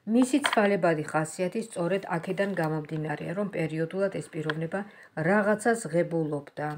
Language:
Georgian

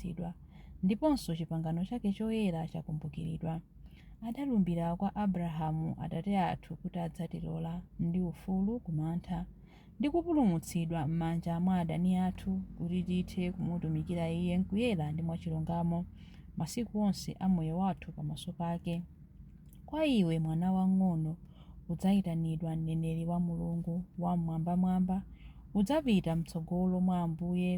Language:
Nyanja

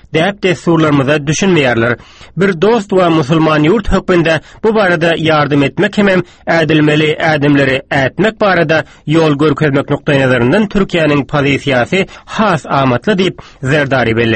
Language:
Turkmen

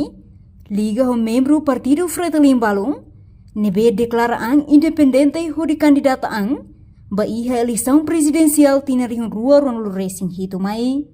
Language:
Tetum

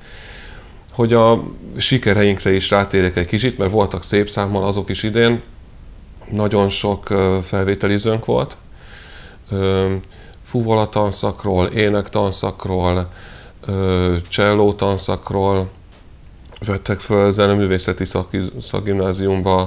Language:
Hungarian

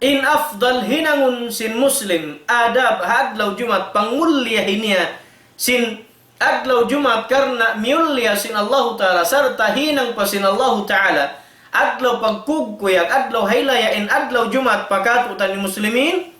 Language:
Tausug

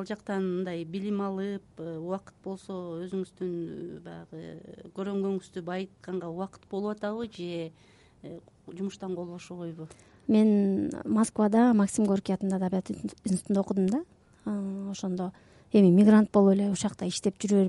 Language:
Kyrgyz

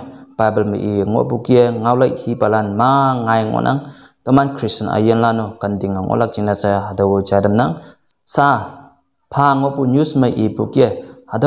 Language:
Konyak Naga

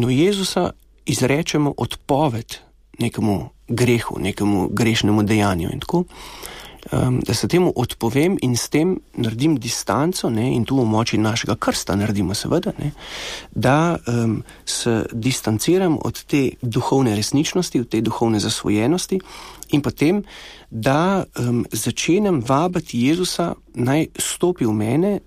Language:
Slovenian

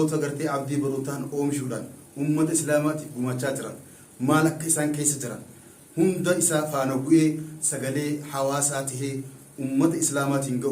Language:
Oromo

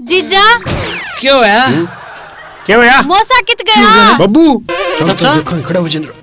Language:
Haryanvi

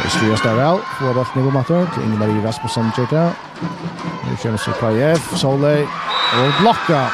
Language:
Faroese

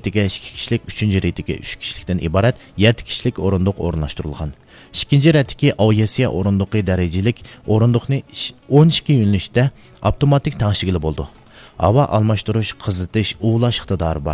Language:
Uyghur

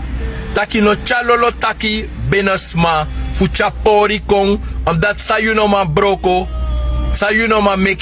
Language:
Sranan Tongo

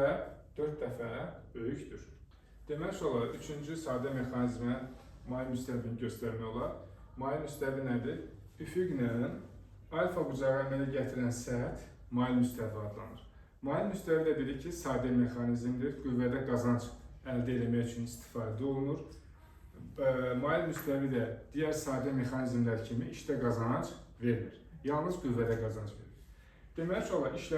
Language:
Azerbaijani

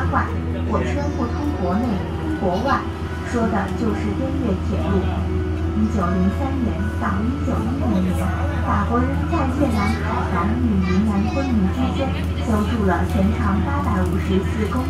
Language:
Chinese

